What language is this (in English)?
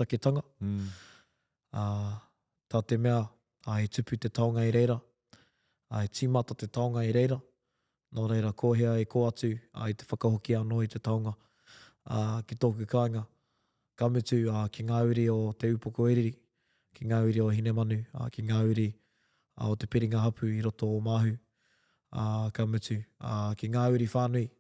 Māori